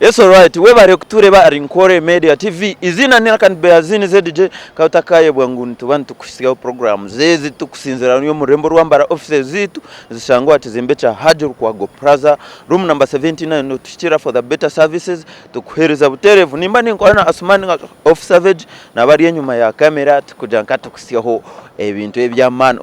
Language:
Nyankole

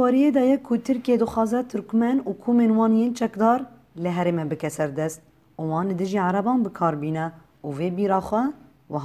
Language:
Kurdish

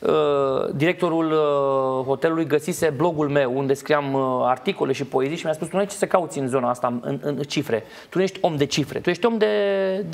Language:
Romanian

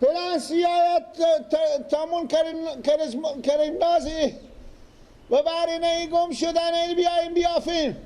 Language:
Persian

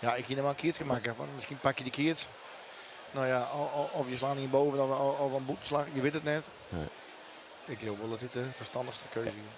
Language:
Western Frisian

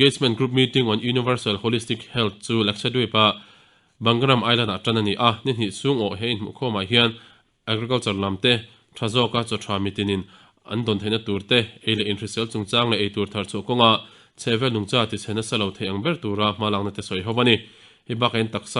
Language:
Mizo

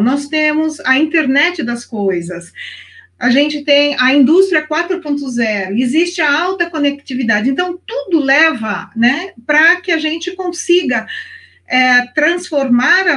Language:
Portuguese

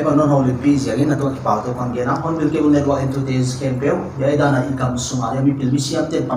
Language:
Paite Chin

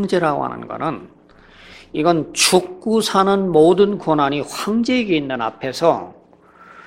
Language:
Korean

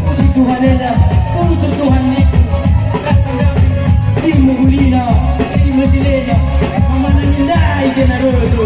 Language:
Batak Karo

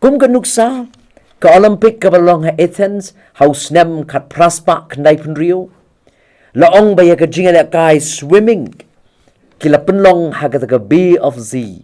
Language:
Khasi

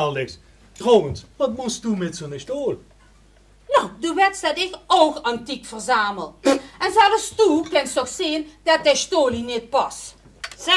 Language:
Limburgish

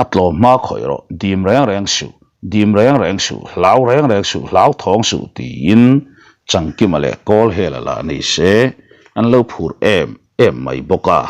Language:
Mizo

